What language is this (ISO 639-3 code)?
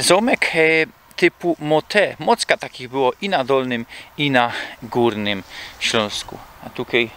szl